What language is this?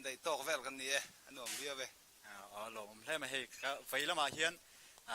Mizo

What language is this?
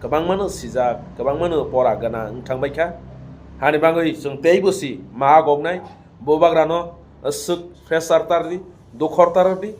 Kok Borok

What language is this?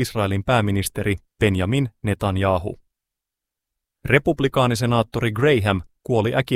Finnish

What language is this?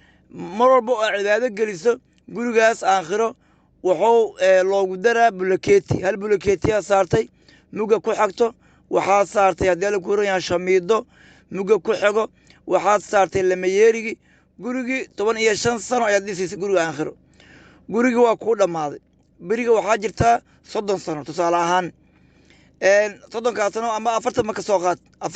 Somali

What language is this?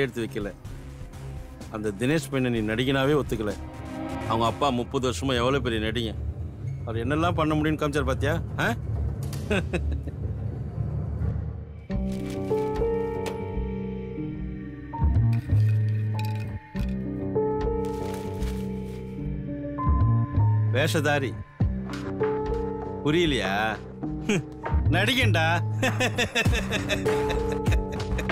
Tamil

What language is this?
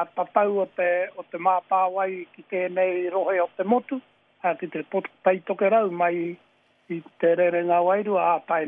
Māori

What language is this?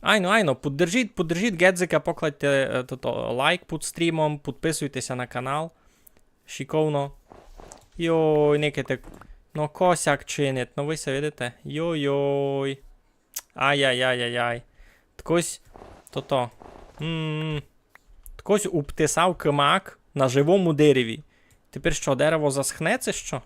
Rusyn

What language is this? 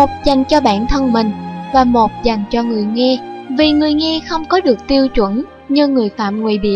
Vietnamese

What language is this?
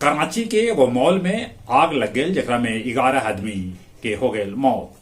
Magahi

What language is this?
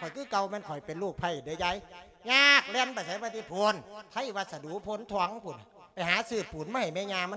Lao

